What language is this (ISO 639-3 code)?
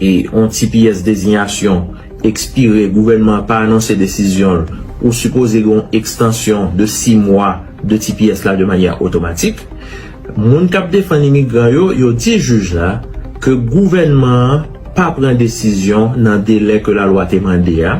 hat